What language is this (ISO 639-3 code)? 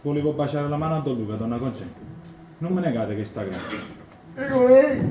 nap